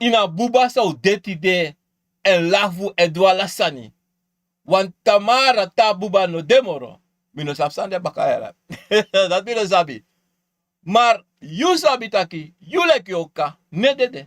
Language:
Sranan Tongo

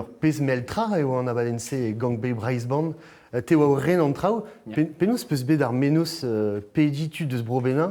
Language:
Breton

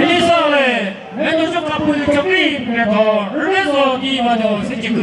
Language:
Chokri Naga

